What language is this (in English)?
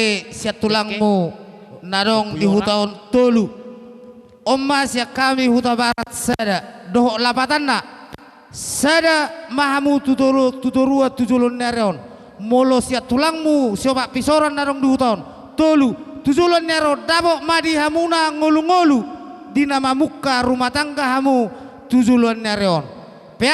Batak Toba